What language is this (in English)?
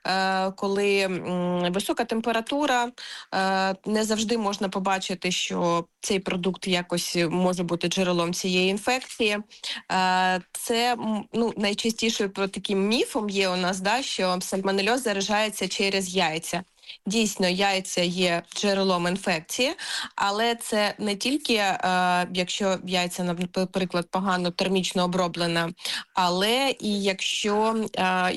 Ukrainian